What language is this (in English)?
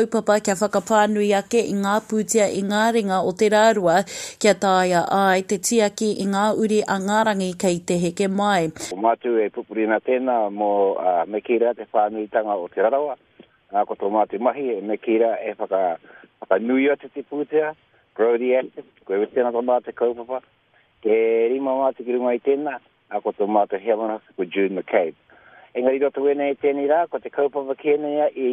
Māori